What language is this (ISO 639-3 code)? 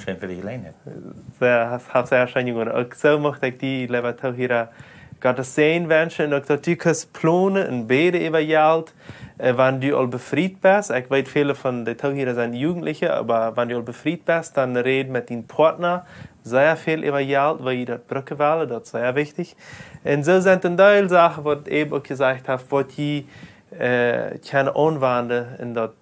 pdt